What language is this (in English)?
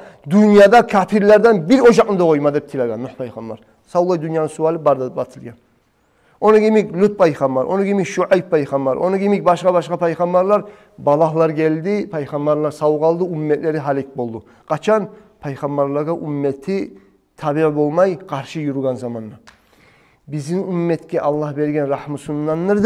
Kumyk